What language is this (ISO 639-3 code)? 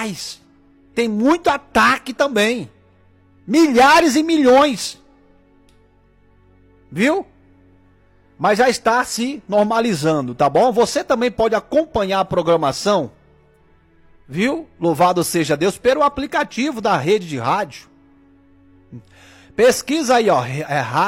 por